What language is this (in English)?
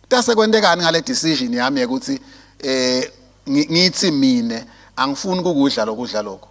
Swati